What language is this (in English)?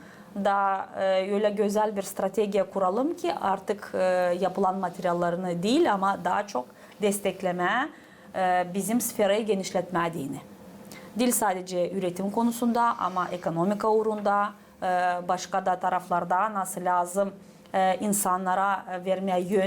Gagauz